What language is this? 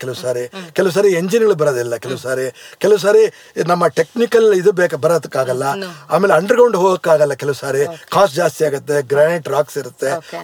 Kannada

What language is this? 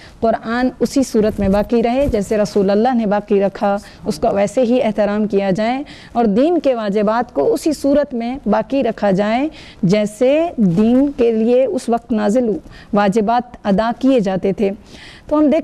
Urdu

